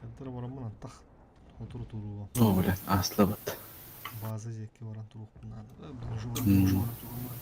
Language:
Yakut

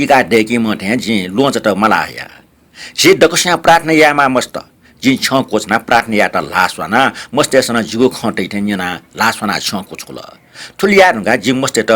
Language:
Newari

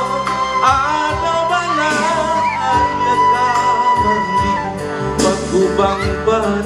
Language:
Minangkabau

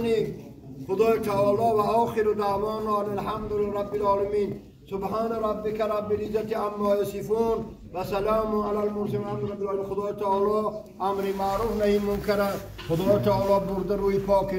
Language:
Tajik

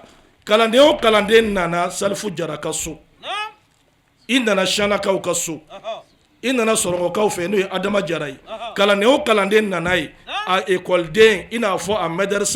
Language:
Bambara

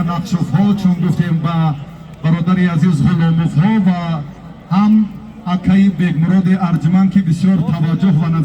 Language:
Tajik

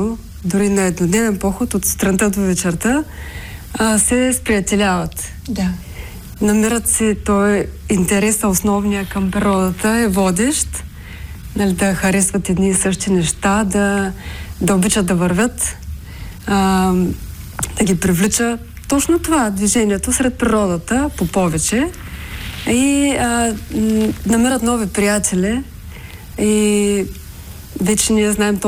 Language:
Bulgarian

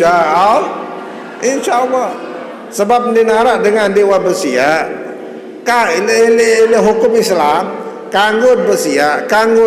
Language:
Sasak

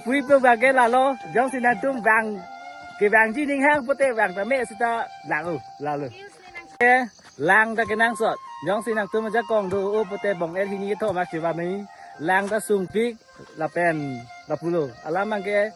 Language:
Karbi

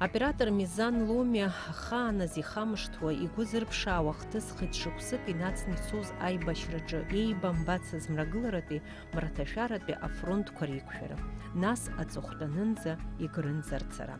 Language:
Abkhazian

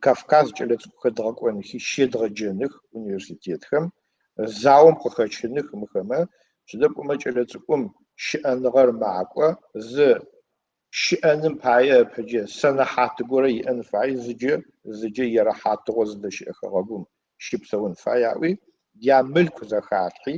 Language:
Adyghe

